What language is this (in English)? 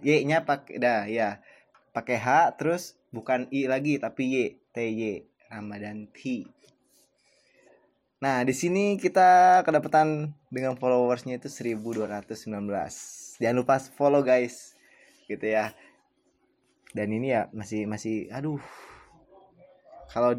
Indonesian